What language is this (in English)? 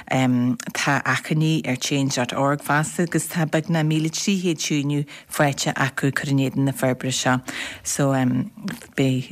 Irish